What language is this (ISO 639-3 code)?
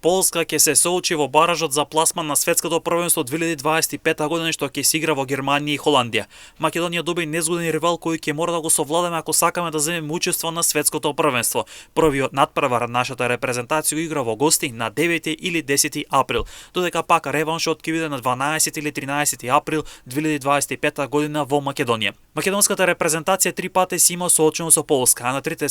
mkd